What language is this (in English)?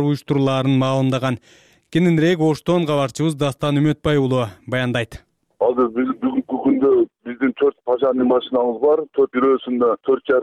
Kyrgyz